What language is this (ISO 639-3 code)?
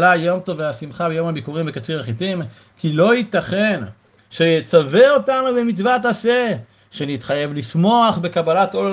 heb